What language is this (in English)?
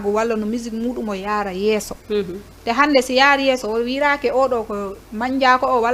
Fula